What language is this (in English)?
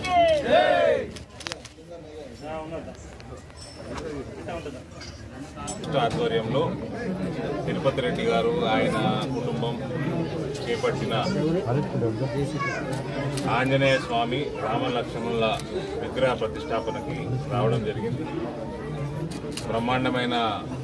Telugu